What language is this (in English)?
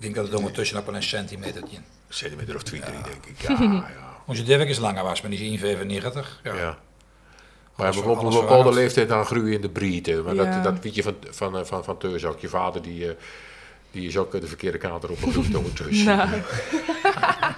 Dutch